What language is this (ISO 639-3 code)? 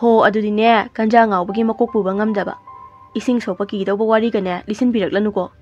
mni